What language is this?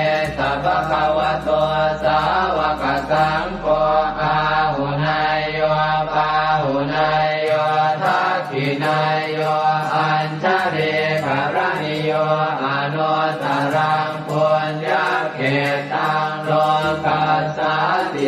Pali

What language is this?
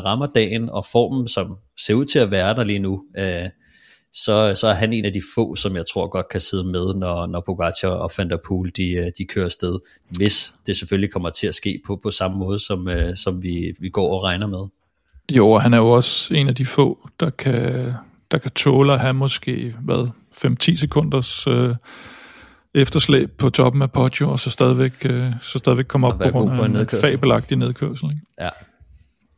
Danish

